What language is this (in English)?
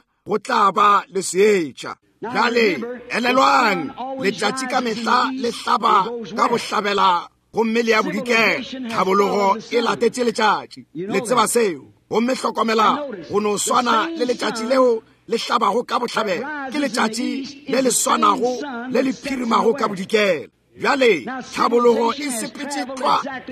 Northern Sotho